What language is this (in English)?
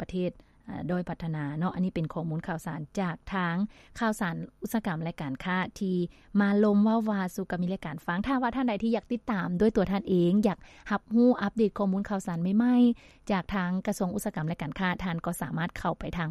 Lao